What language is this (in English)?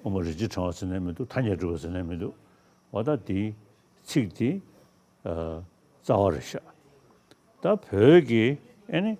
Tibetan